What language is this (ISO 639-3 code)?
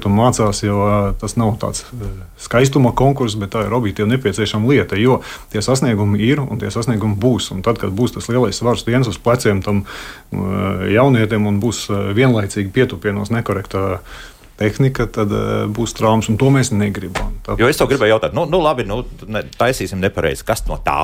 lav